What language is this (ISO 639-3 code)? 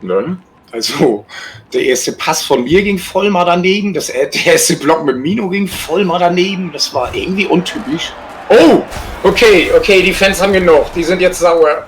gsw